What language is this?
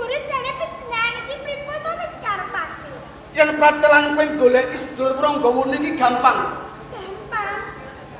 Javanese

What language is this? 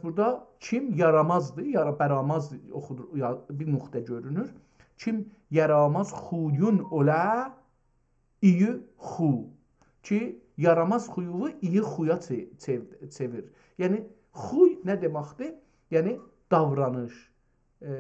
South Azerbaijani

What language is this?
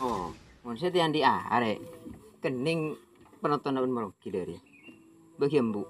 Madurese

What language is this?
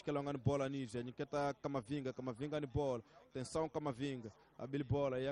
Tsonga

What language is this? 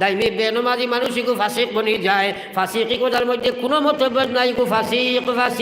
Sylheti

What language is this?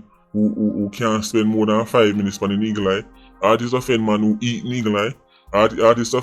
Jamaican Creole English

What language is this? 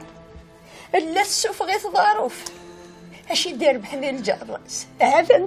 Kabyle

